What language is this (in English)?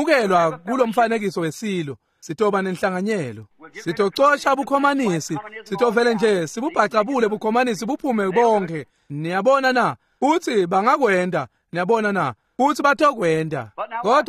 Swati